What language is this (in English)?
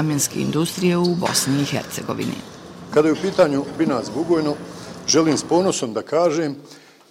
Bosnian